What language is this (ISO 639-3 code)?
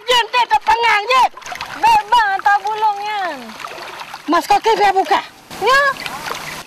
msa